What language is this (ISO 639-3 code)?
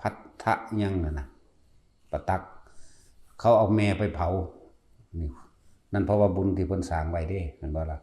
tts